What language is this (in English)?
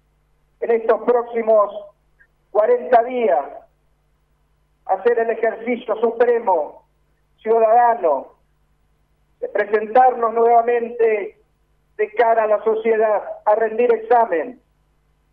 Spanish